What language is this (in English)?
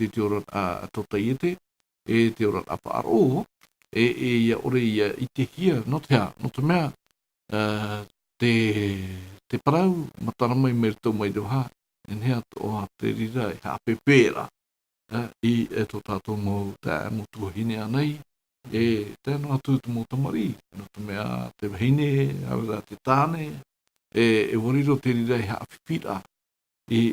Tahitian